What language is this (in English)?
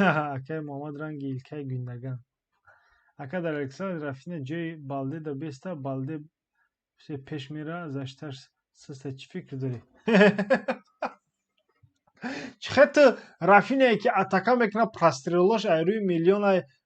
Tajik